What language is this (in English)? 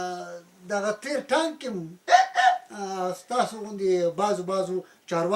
Pashto